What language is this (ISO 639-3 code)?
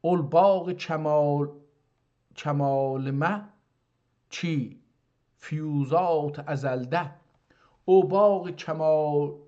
azb